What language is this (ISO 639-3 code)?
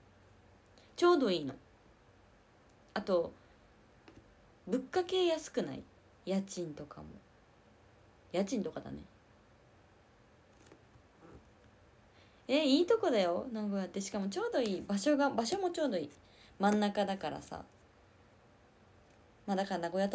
jpn